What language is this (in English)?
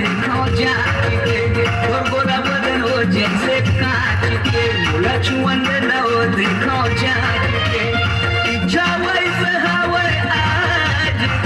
Chhattisgarhi